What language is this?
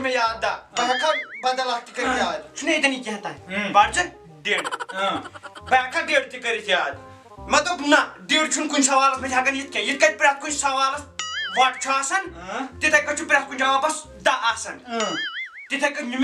Kashmiri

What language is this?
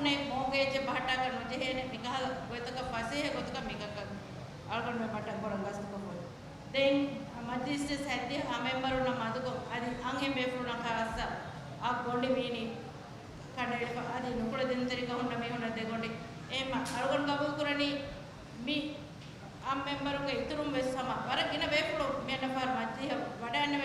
Divehi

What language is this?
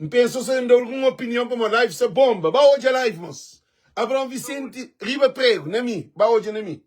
Kabuverdianu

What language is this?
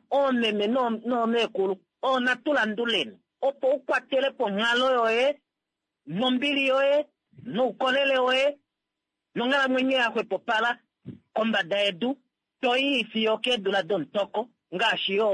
Kuanyama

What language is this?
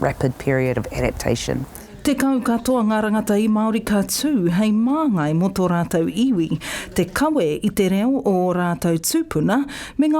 Māori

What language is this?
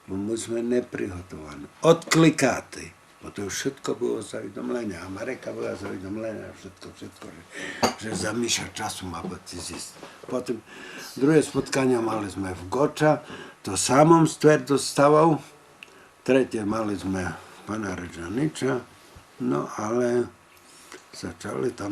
Rusyn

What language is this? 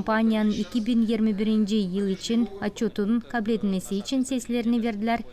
Gagauz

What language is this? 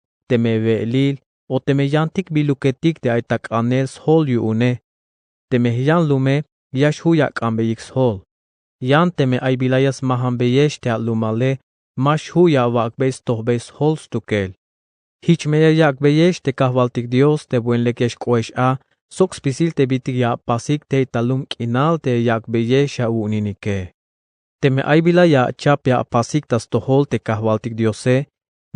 Tzeltal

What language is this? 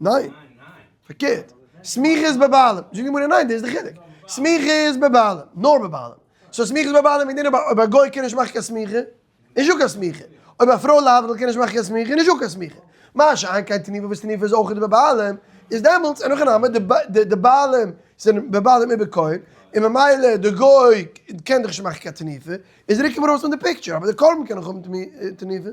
Yiddish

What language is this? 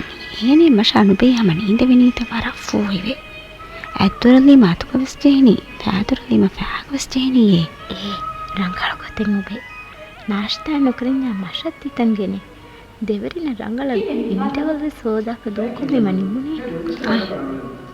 Divehi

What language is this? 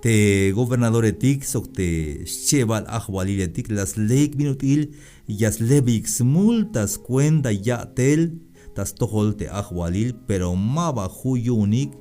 Tzeltal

